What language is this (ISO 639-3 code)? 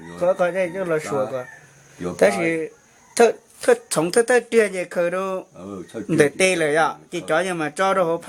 hmn